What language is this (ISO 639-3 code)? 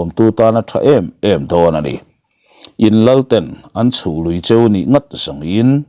lus